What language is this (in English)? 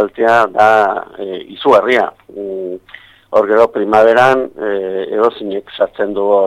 Basque